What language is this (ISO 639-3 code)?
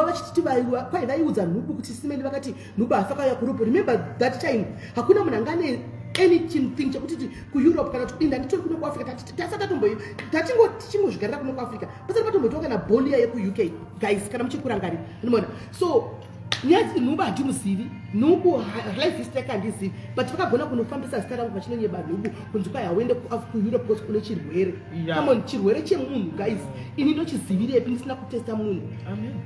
sna